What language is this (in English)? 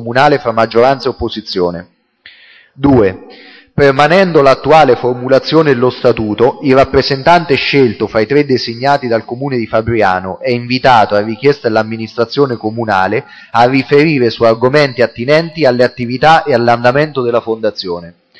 Italian